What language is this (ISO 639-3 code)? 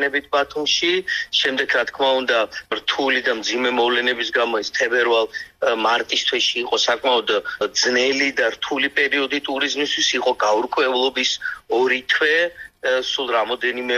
kat